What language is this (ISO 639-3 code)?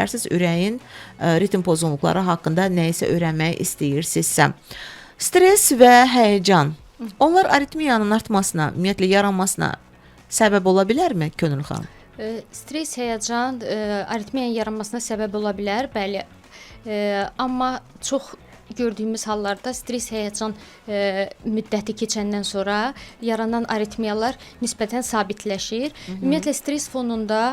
aze